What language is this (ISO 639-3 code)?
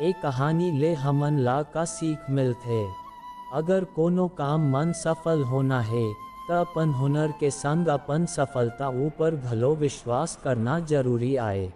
hne